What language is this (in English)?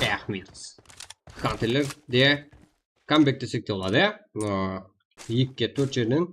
Kara-Kalpak